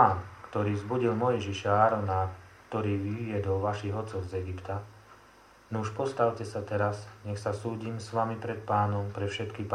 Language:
Slovak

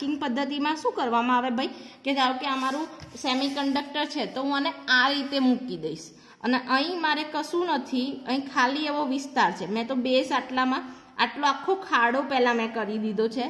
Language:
Gujarati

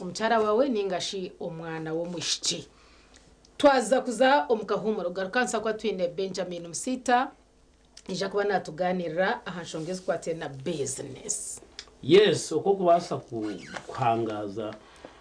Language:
Nyankole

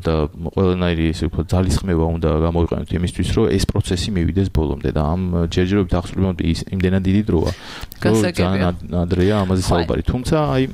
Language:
Georgian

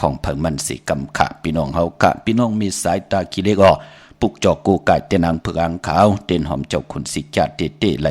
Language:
Shan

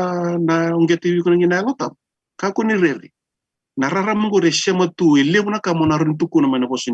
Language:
Fijian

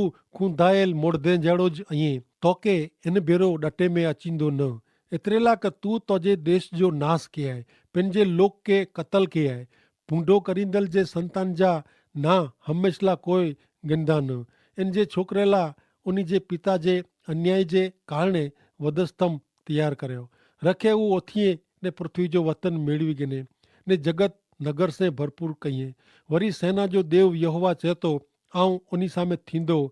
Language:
Kachhi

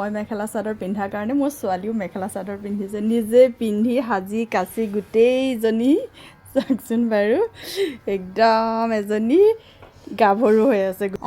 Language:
Assamese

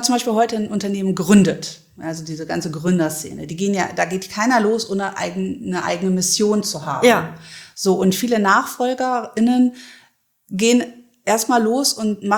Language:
German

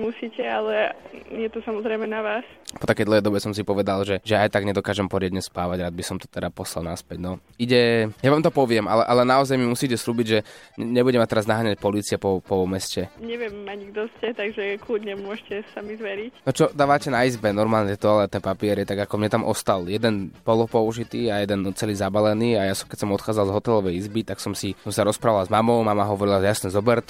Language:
Slovak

